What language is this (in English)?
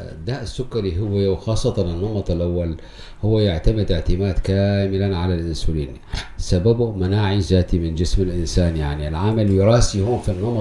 North Levantine Arabic